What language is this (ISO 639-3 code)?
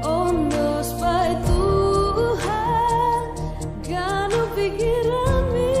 bts